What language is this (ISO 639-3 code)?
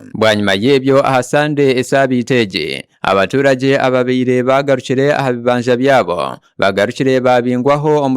nyn